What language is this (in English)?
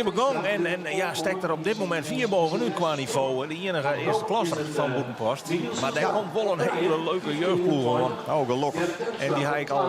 Western Frisian